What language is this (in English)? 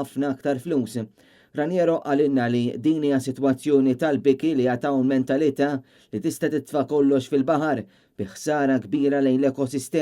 Maltese